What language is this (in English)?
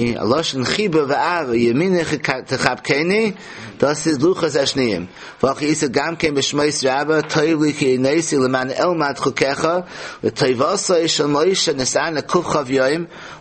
Yiddish